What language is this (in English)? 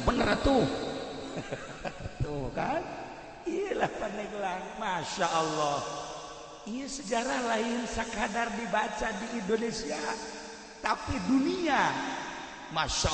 Sundanese